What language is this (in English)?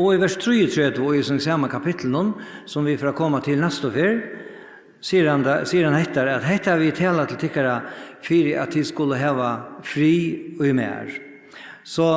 Faroese